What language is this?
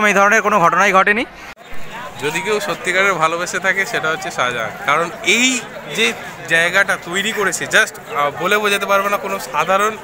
Bangla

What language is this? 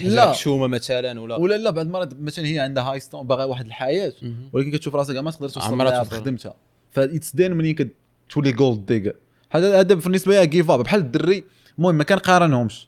Moroccan Arabic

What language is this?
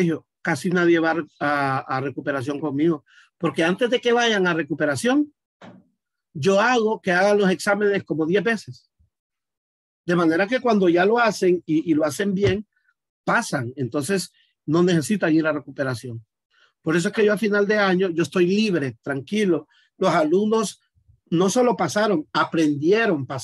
Spanish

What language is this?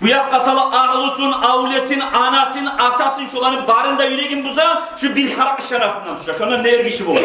Kumyk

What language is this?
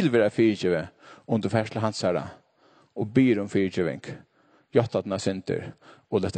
Faroese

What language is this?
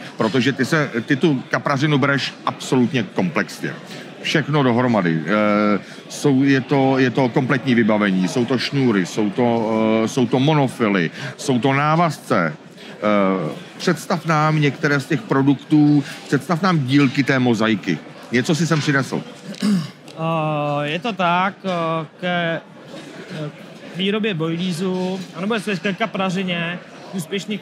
Czech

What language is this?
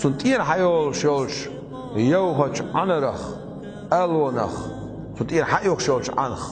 Chechen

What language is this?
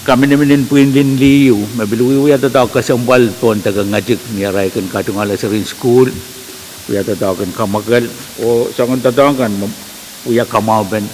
Pohnpeian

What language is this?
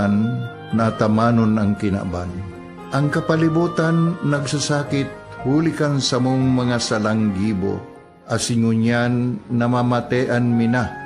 Bikol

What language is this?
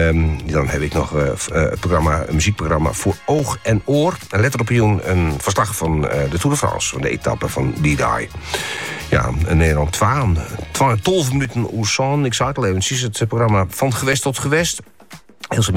Dutch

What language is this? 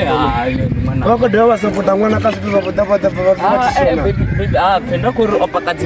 Venda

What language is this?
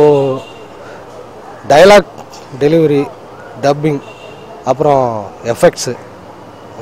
Tamil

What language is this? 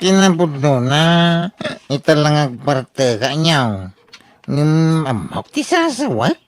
Iloko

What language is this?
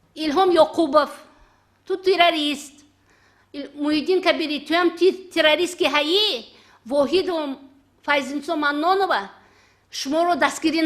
Tajik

